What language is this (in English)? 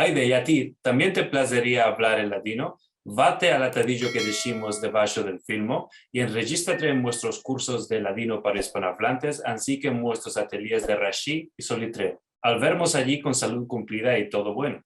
Ladino